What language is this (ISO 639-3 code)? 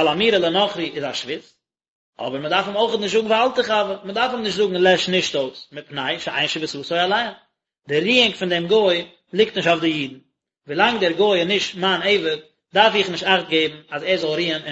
yid